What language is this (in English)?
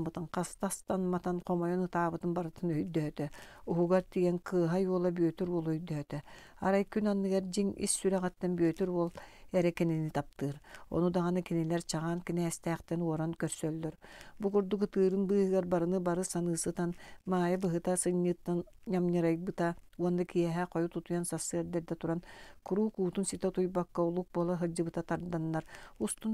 Yakut